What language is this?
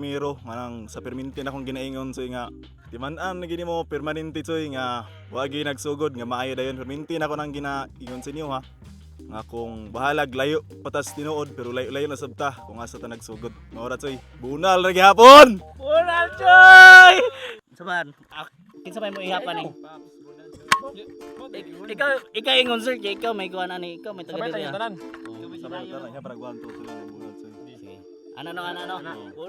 Cebuano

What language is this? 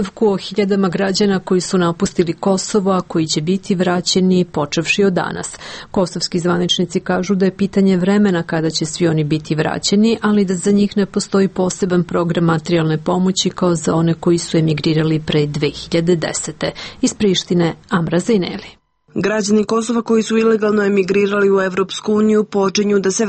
Serbian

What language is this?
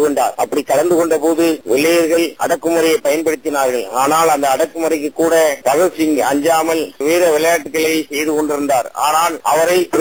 Tamil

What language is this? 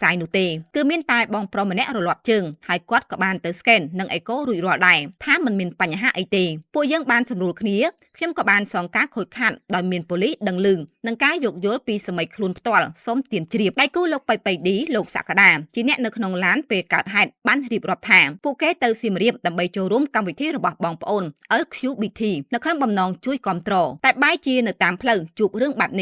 Khmer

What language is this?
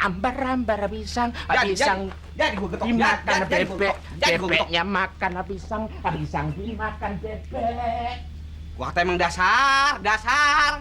Betawi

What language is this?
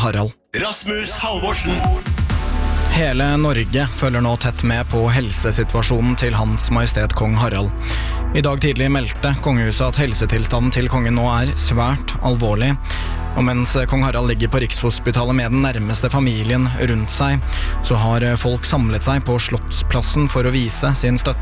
Norwegian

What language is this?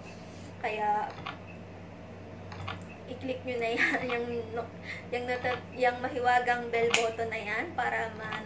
Filipino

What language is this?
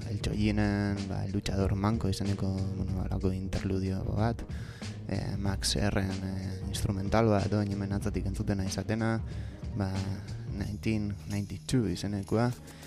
Basque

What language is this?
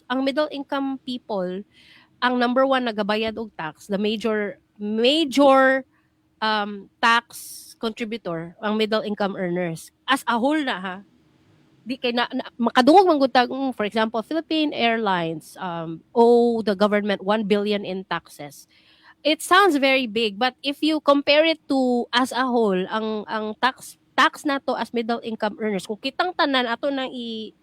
Cebuano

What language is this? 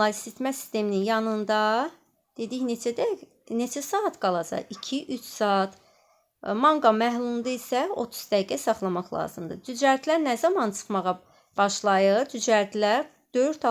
Azerbaijani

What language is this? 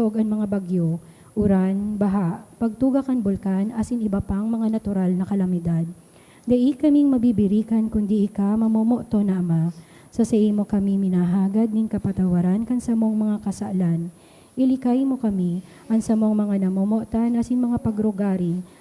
Bikol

